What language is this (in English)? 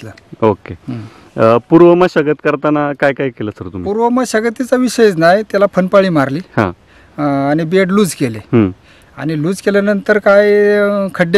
Marathi